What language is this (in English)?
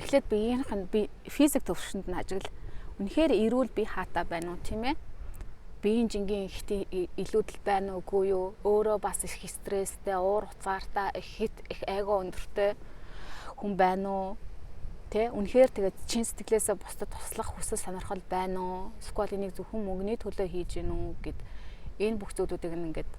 Mongolian